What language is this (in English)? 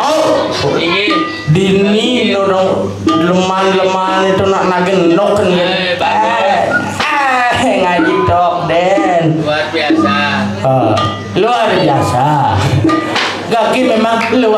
Balinese